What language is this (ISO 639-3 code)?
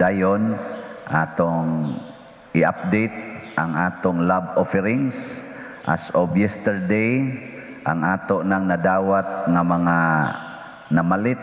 ceb